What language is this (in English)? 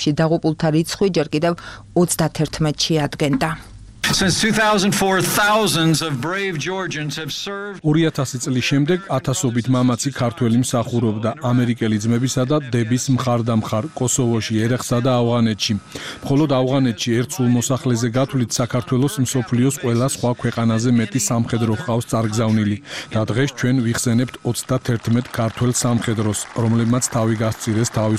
Georgian